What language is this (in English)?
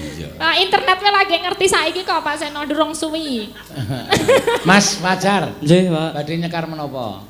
Javanese